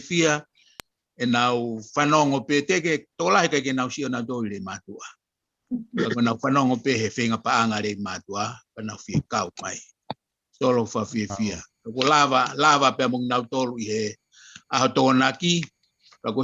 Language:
Tongan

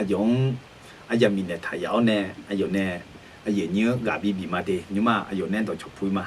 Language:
Akha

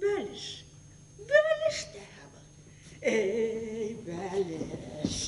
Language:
Bashkir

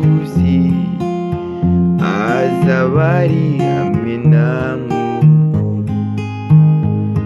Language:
Kinyarwanda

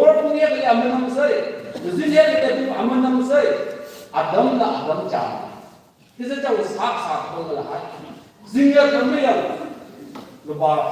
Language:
Tangkhul Naga (India)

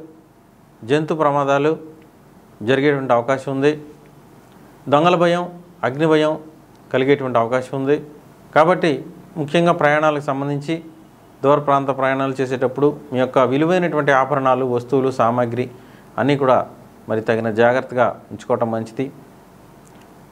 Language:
Telugu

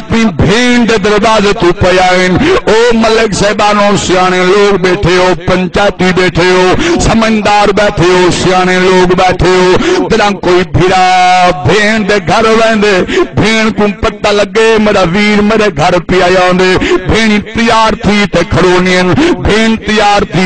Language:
Saraiki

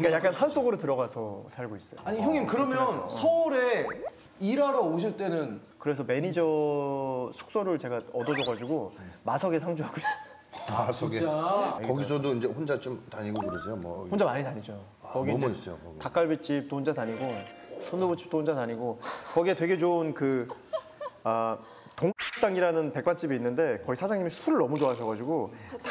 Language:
Korean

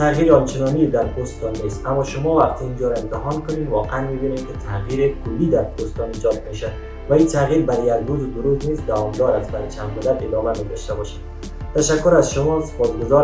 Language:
Persian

